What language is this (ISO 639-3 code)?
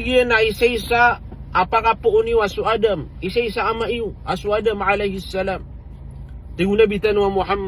mrw